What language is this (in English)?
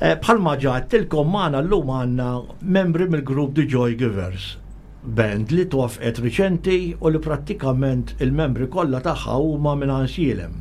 Maltese